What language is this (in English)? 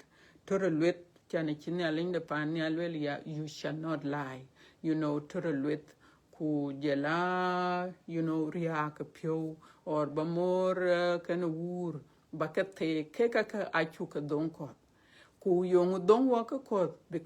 Dinka